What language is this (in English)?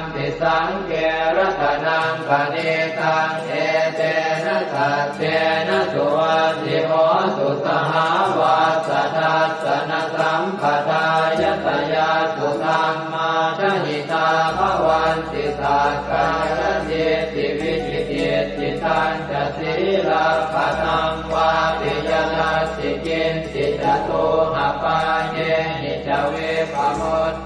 Pali